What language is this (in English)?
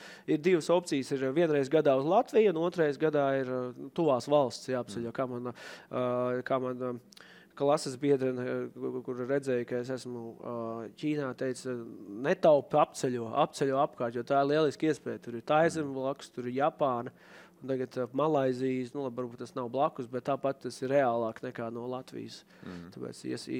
Latvian